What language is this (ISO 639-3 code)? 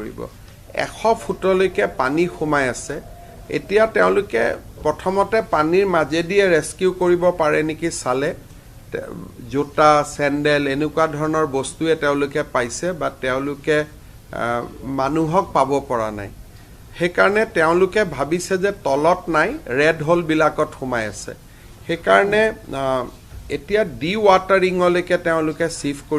asm